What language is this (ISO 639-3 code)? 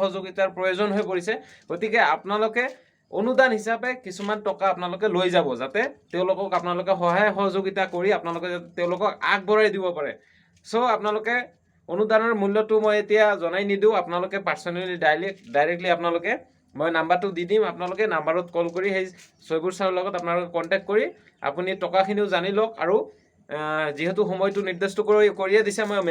asm